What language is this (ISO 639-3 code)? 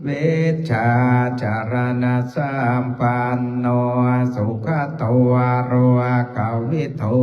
pli